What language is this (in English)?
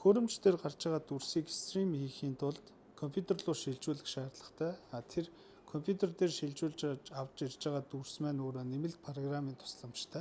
Mongolian